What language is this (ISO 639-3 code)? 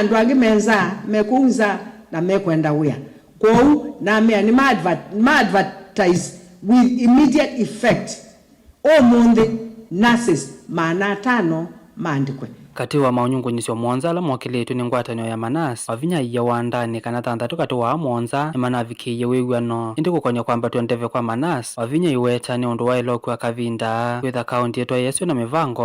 kam